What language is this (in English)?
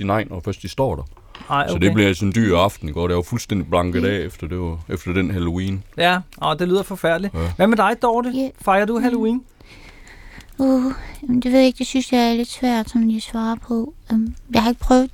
Danish